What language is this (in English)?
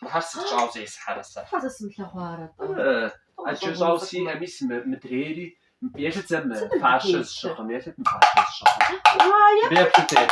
Kabardian